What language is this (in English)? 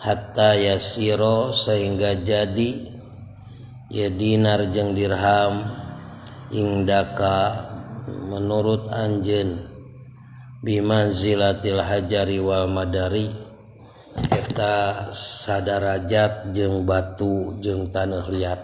Sundanese